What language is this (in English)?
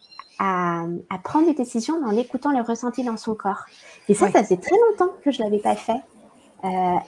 French